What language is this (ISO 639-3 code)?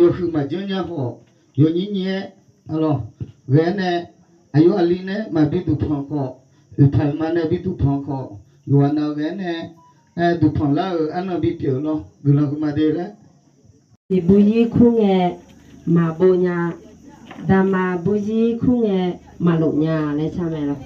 ahk